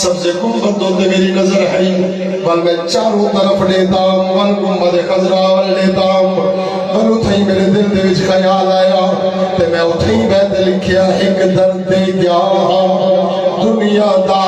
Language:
Saraiki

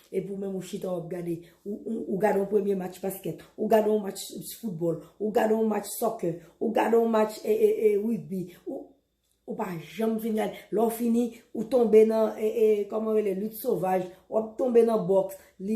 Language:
Haitian Creole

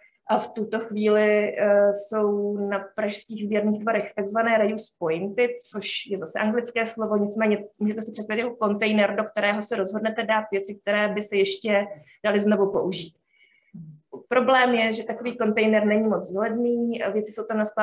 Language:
Czech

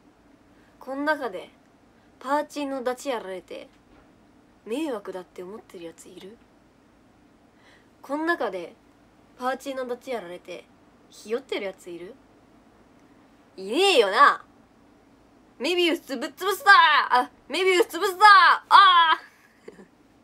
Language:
Japanese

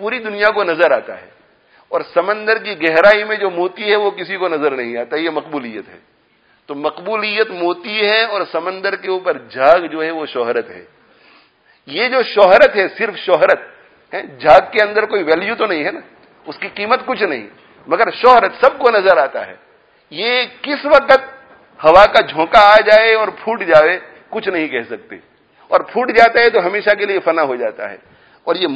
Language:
Urdu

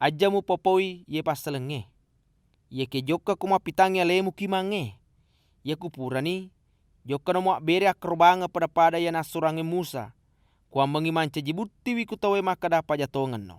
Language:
Buginese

